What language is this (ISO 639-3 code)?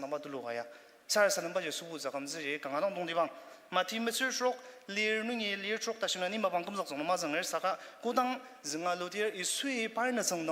njo